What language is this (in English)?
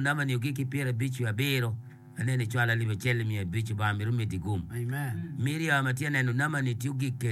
Acoli